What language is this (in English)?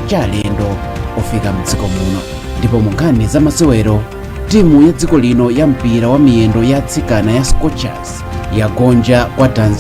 Nyanja